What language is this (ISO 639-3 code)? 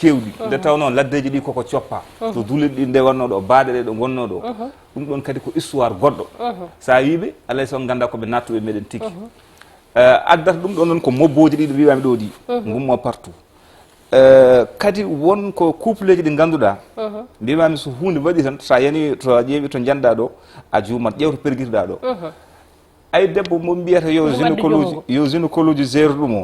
ful